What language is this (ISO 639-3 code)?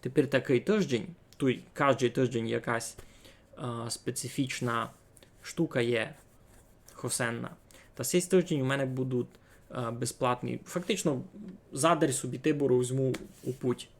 rue